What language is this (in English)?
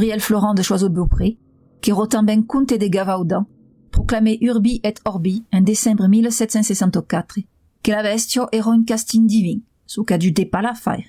Occitan